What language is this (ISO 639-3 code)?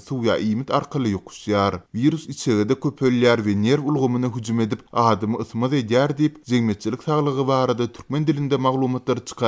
tuk